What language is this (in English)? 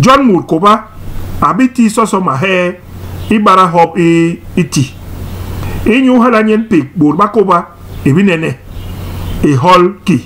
Basaa